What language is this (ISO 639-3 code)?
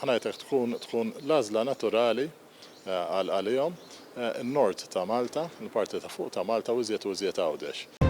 mlt